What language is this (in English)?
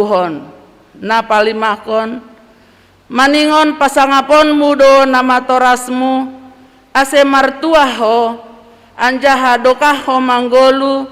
Batak Simalungun